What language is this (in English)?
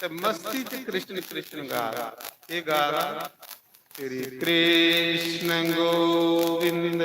Dogri